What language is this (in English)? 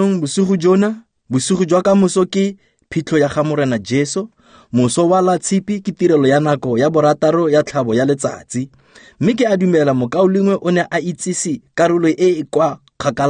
Tswana